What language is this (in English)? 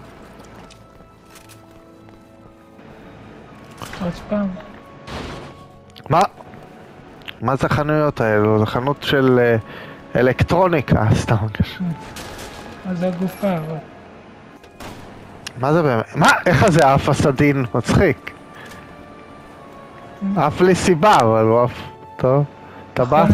Hebrew